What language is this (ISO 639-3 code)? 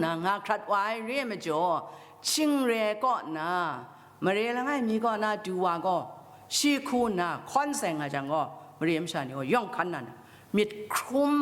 kac